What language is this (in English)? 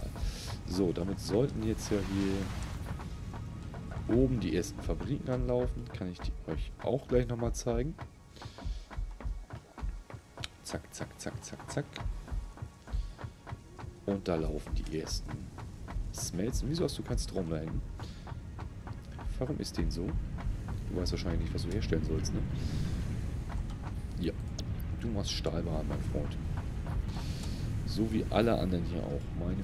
German